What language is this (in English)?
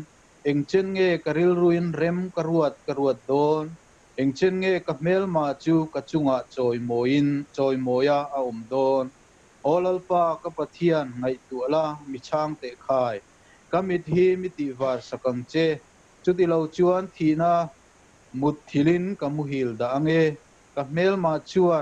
Mizo